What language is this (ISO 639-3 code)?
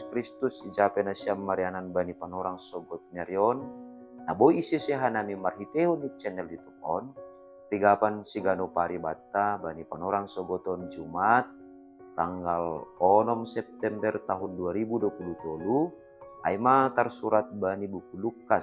bts